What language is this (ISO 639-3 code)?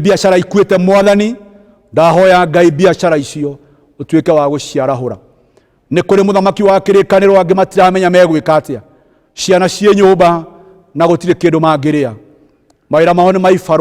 kik